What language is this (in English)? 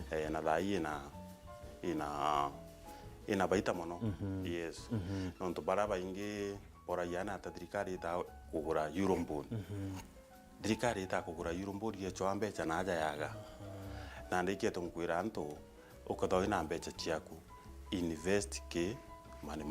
Meru